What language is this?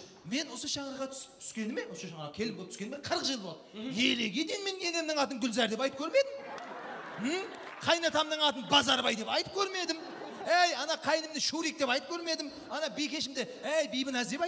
Kara-Kalpak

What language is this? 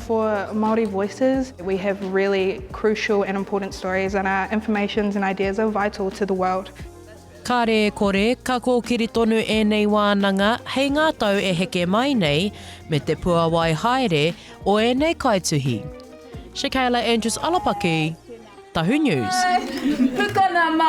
Māori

